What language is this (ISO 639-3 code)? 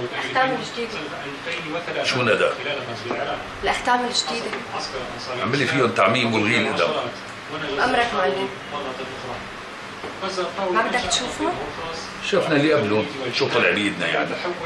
apc